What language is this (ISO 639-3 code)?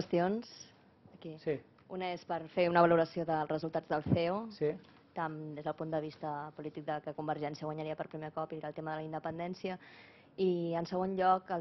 cat